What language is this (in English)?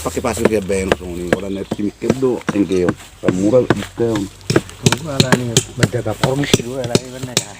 Batak Toba